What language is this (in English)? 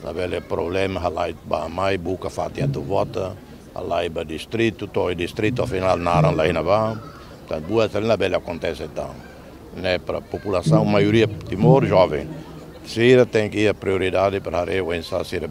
Tetum